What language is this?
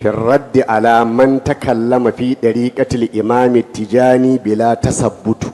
Hausa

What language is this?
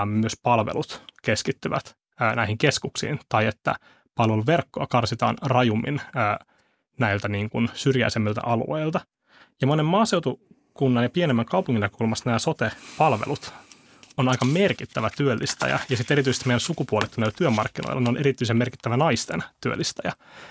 Finnish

